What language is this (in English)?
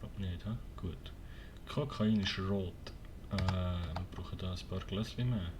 Swiss German